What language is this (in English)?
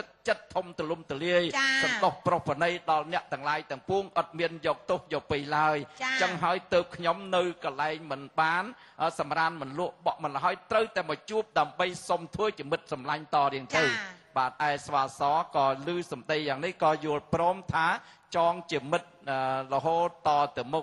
Khmer